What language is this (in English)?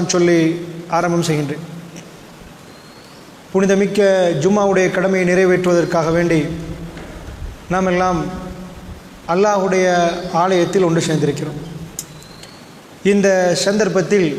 Tamil